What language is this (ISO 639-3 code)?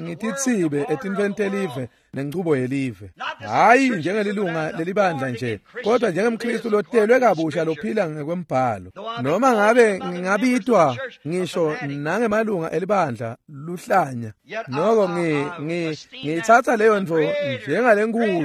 ssw